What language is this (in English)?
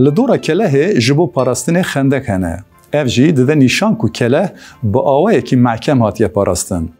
Kurdish